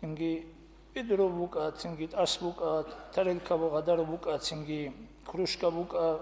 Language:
Avaric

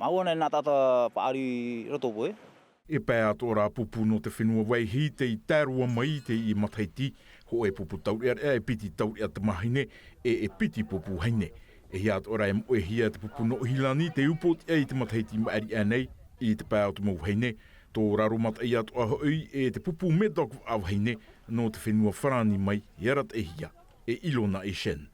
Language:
Tahitian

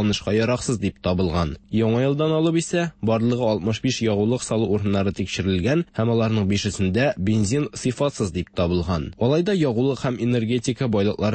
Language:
Tatar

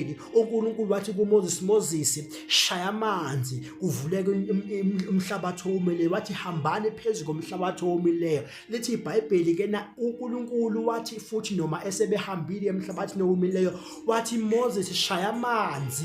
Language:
Zulu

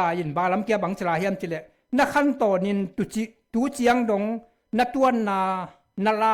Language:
Tedim Chin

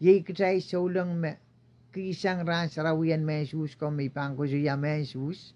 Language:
Pohnpeian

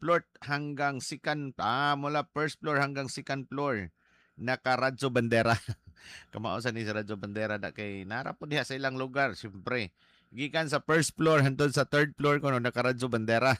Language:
Cebuano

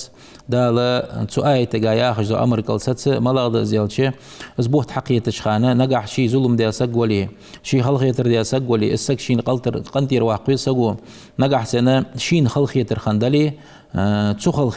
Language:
Ingush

